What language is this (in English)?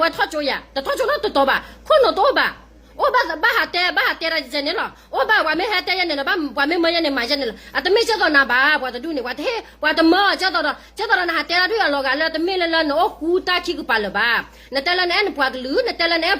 S'gaw Karen